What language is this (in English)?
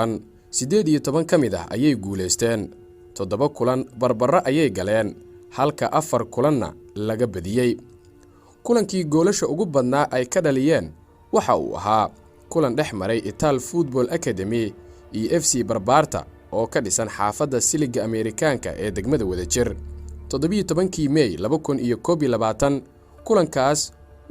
Somali